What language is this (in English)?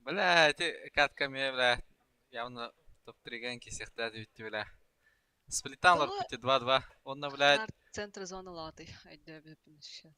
Yakut